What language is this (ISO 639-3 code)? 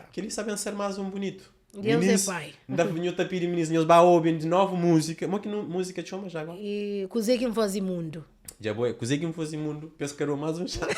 kea